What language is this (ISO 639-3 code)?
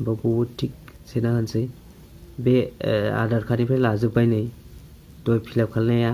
brx